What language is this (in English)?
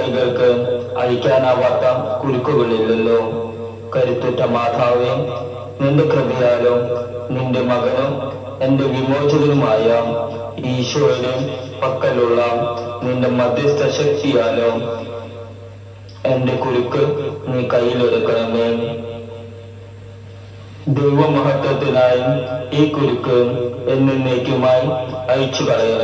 Malayalam